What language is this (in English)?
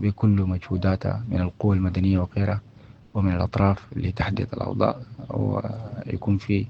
Sudanese Arabic